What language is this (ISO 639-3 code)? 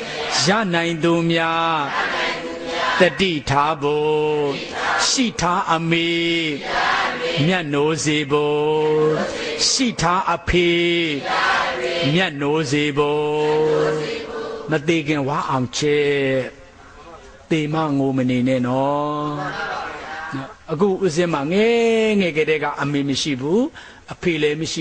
mya